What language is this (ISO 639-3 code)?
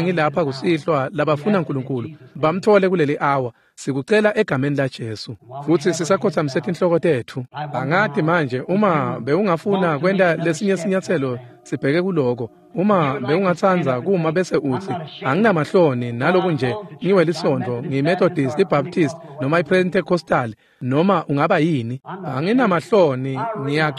ssw